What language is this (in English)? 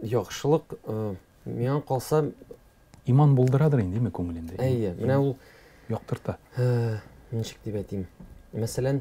Tatar